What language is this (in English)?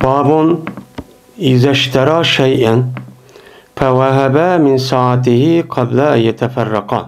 Uyghur